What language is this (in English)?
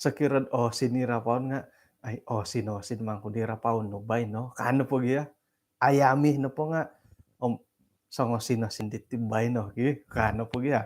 Central Dusun